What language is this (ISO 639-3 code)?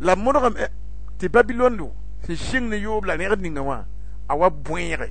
mos